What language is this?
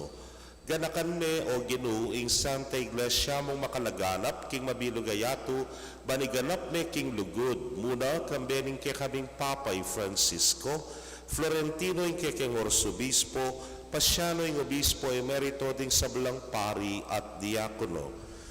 Pampanga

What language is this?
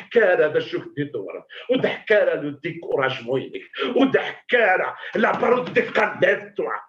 Kabyle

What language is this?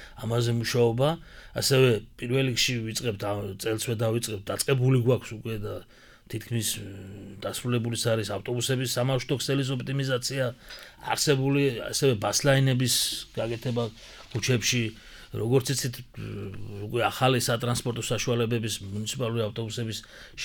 Georgian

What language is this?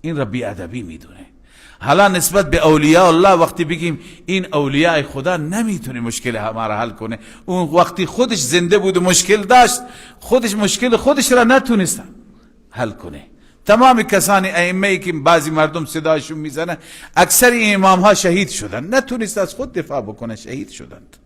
Persian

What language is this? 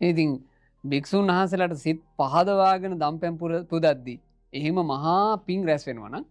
Sinhala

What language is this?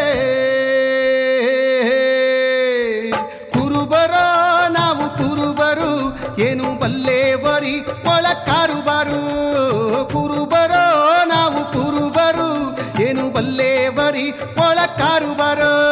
Kannada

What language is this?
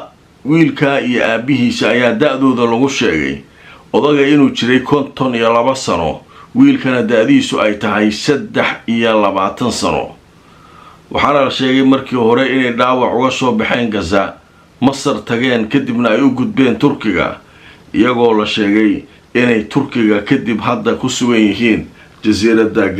Somali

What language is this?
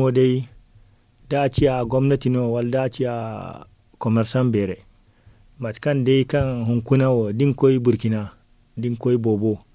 Zarma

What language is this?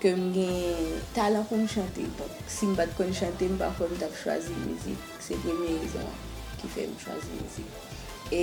Haitian Creole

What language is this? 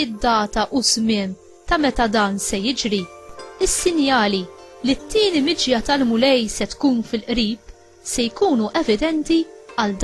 Maltese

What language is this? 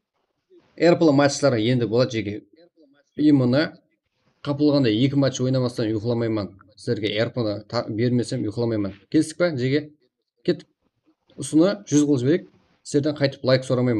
Kara-Kalpak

